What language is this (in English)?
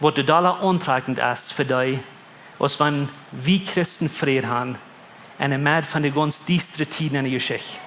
Plautdietsch